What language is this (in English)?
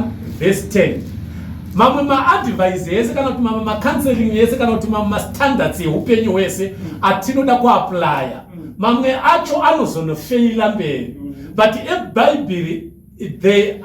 Shona